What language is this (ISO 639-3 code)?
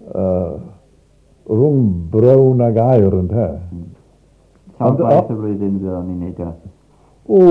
cym